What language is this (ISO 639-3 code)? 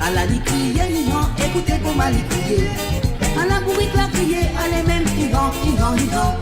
mfe